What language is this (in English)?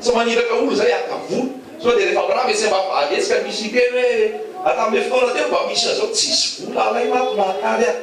Malagasy